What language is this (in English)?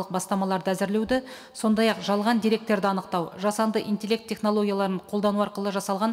Kazakh